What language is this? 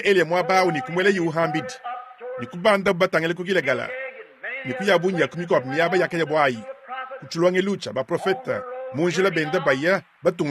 Luba-Lulua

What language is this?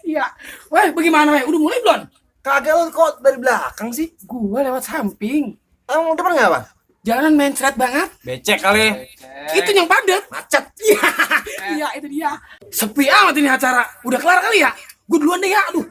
Betawi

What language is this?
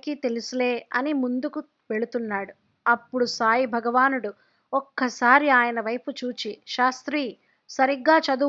Telugu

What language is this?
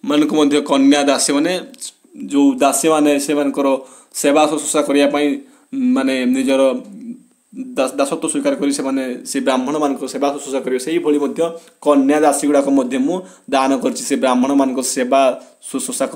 Odia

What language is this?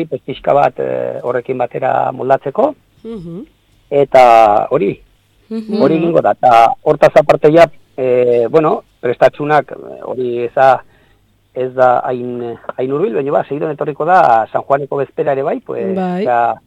Basque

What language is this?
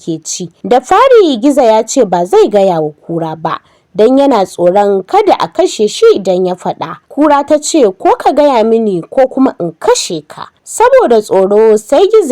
Hausa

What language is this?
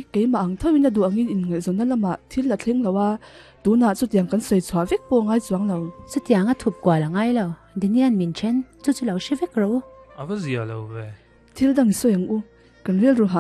Mizo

